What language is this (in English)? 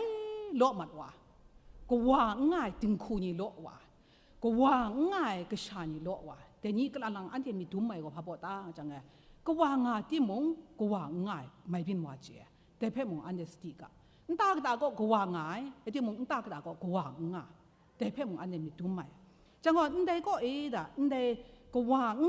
Kachin